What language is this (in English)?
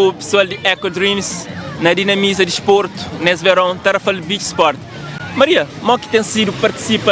Kabuverdianu